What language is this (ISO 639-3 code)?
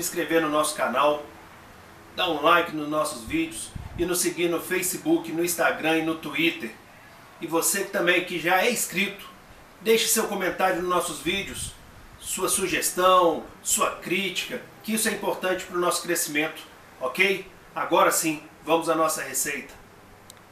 por